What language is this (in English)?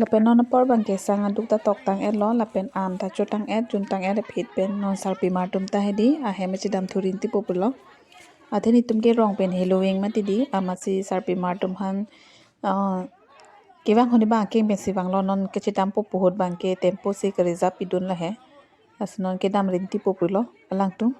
Karbi